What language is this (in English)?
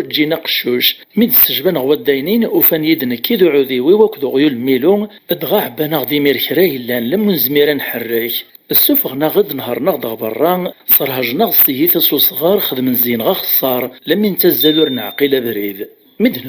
Kabyle